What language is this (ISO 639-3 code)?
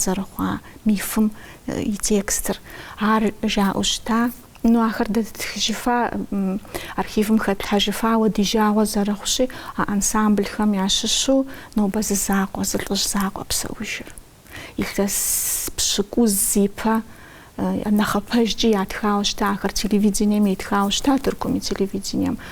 kbd